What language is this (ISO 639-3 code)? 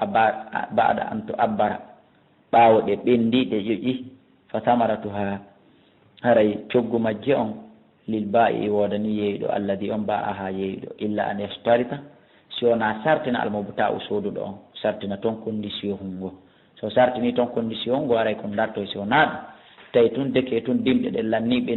ful